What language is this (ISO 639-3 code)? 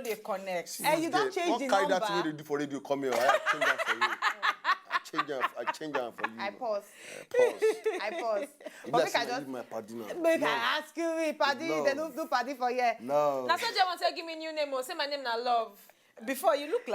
pcm